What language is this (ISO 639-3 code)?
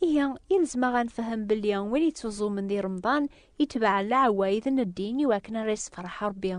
kab